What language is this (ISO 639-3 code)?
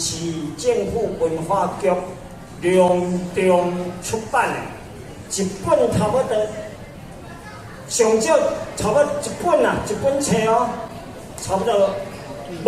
nan